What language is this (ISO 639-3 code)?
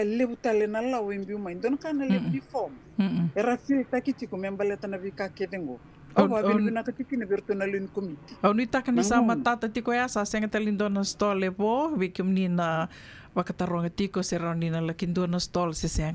fij